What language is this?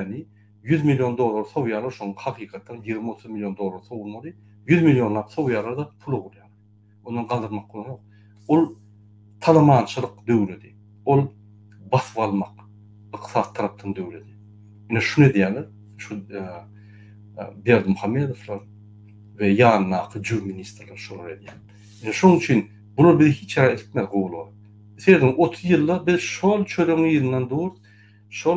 Turkmen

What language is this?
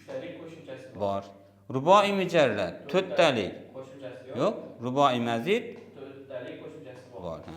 Uzbek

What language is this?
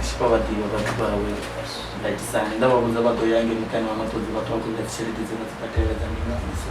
Venda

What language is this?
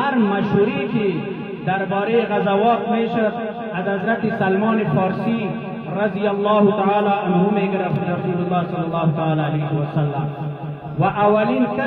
Persian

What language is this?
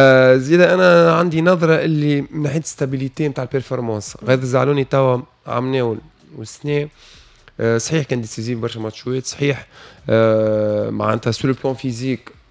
Tunisian Arabic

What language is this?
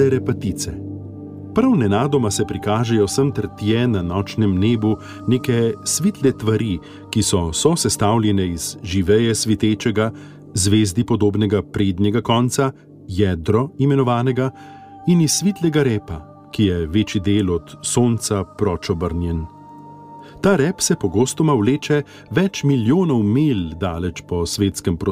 Slovenian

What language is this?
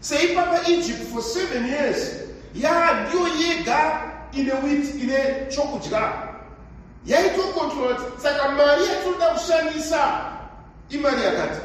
Shona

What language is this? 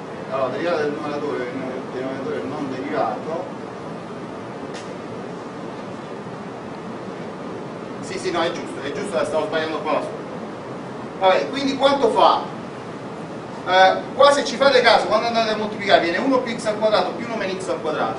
Italian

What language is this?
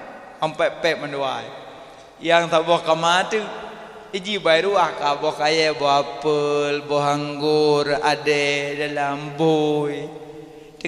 Achinese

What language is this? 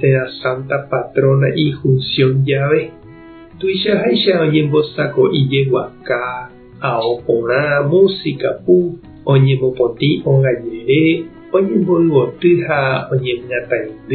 Guarani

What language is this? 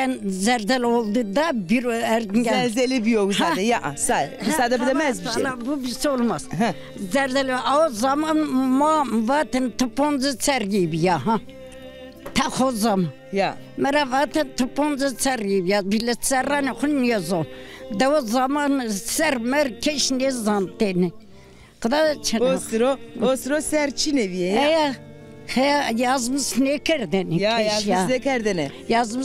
Zaza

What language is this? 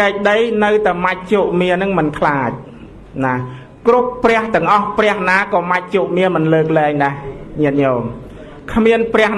Khmer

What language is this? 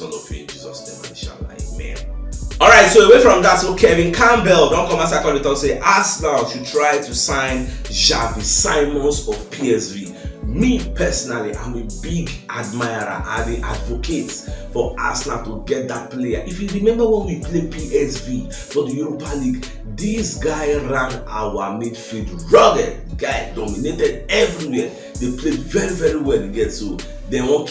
Nigerian Pidgin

